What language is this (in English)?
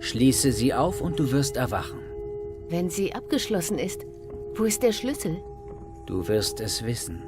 Swiss German